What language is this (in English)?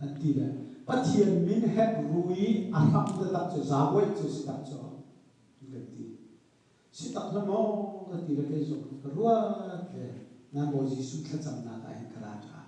Hakha Chin